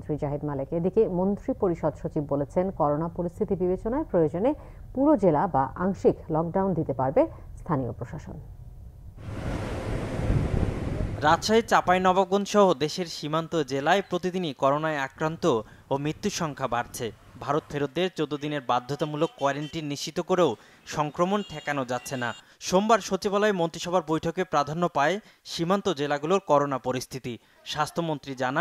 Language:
Bangla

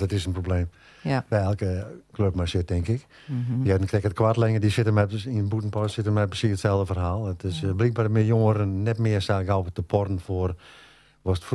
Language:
Western Frisian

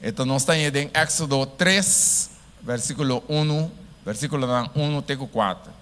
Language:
Papiamento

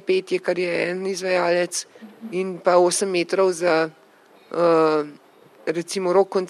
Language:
Slovenian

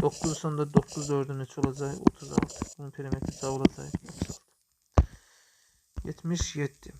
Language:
Azerbaijani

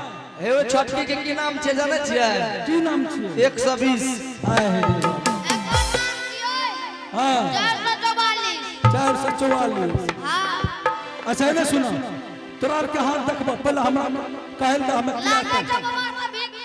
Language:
Angika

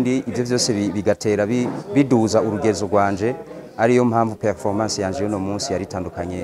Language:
Rundi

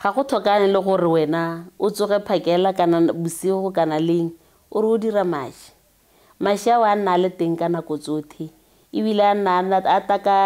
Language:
Tswana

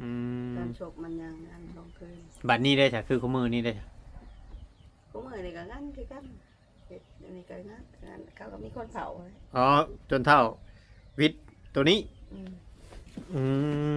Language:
Northeastern Thai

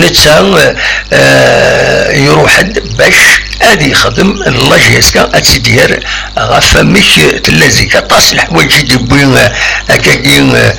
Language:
Kabyle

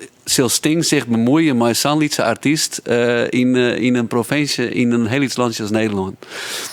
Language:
Western Frisian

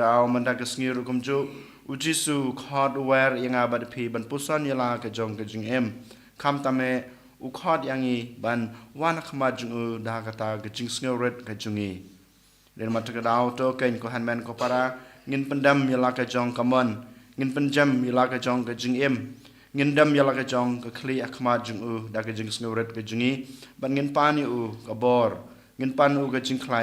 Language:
Khasi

